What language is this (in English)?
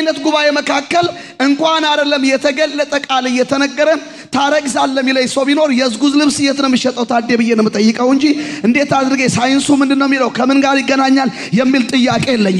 Amharic